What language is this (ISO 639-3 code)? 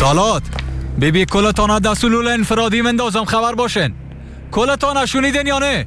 fas